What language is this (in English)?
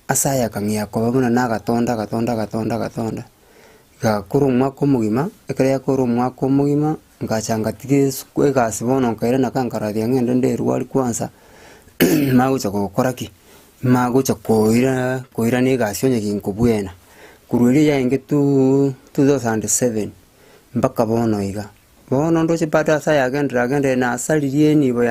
Gusii